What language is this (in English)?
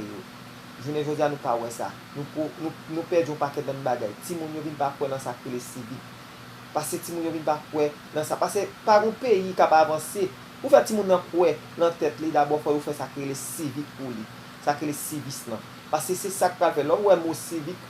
Haitian Creole